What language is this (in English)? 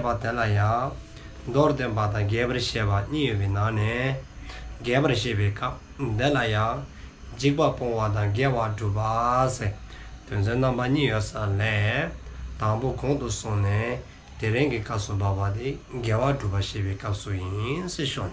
Dzongkha